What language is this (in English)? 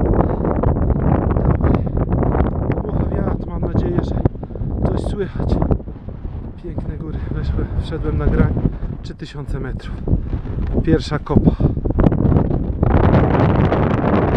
Polish